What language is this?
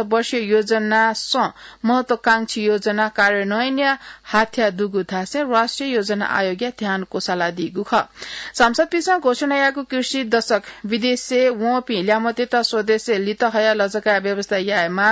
Newari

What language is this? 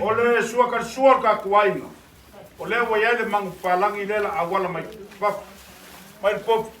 Samoan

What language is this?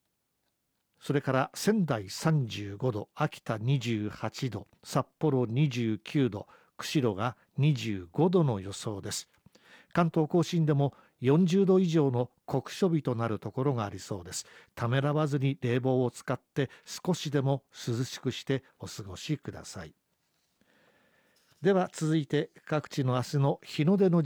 Japanese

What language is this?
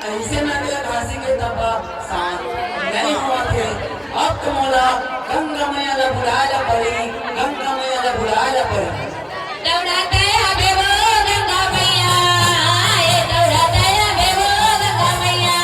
Chhattisgarhi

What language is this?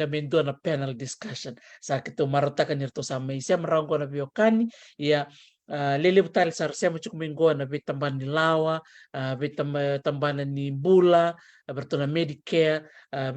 Fijian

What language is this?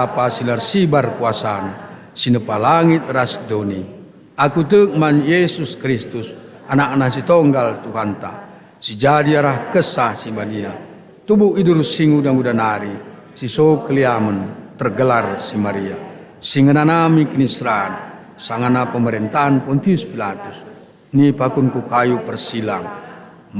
Batak Karo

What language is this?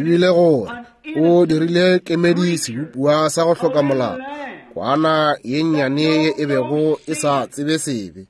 Northern Sotho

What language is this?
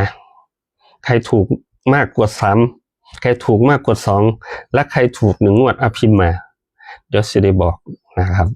Northeastern Thai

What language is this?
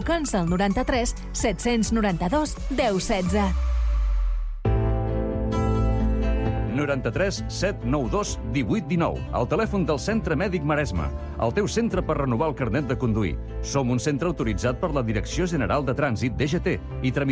Catalan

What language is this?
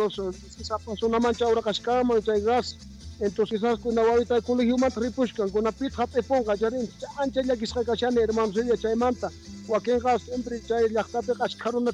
South Bolivian Quechua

